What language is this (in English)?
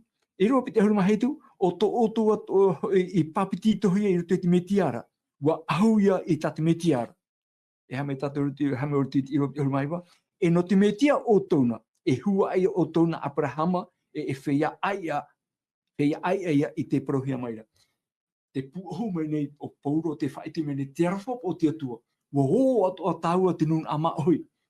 Tahitian